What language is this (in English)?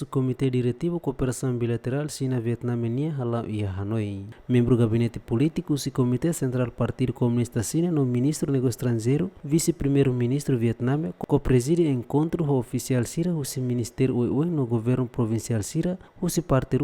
Tetum